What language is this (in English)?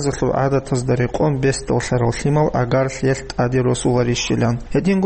Avaric